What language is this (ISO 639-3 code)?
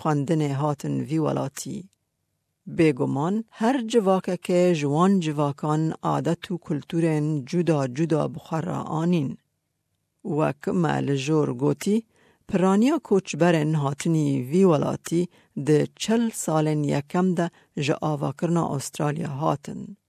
kur